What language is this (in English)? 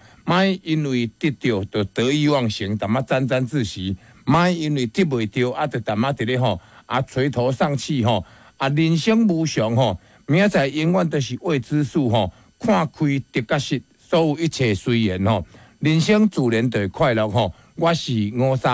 Min Nan Chinese